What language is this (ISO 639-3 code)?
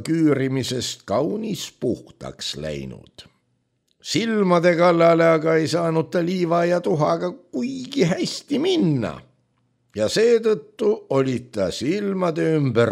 est